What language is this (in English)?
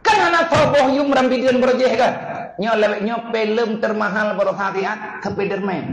Achinese